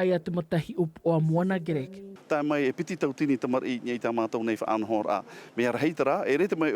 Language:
Tahitian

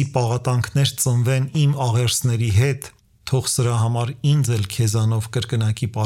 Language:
Armenian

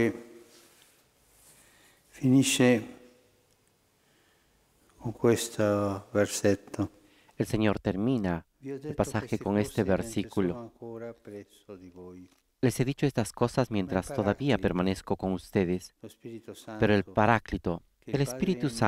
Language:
Spanish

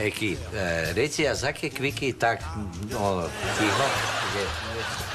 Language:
Croatian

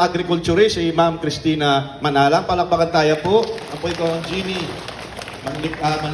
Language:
Pampanga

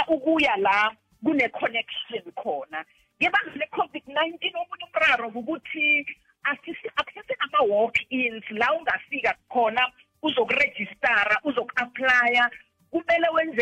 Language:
South Ndebele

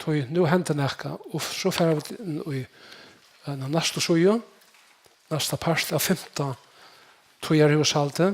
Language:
Faroese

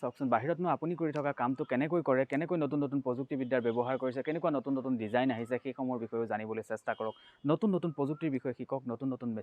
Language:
Assamese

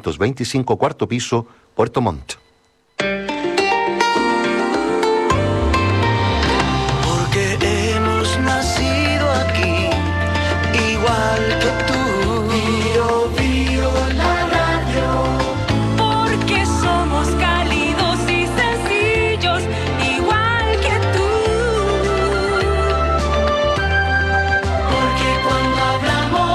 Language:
Spanish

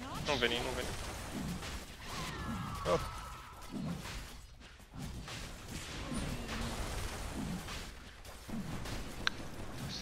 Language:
Romanian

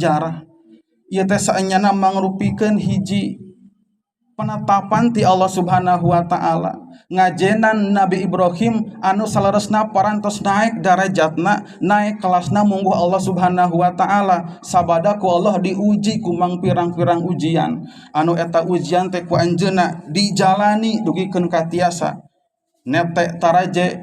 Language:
Sundanese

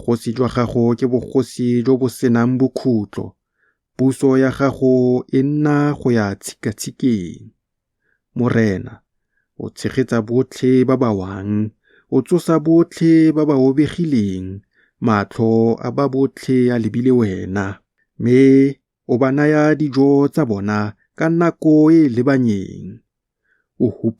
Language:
Tswana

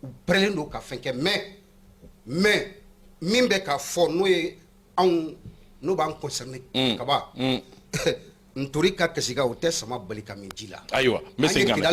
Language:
Bambara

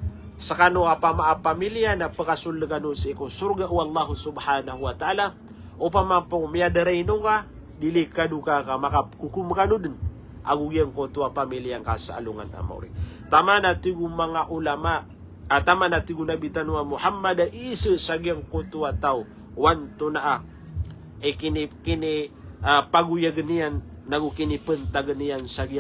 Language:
Maranao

